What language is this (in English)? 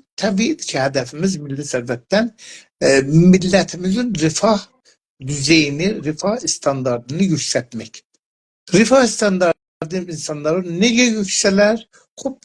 South Azerbaijani